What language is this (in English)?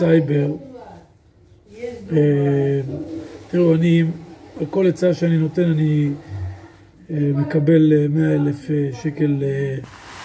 Hebrew